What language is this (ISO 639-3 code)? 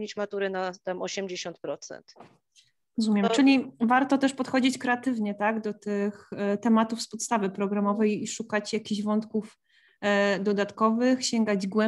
pol